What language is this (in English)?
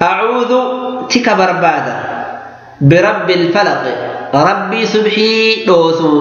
Oromo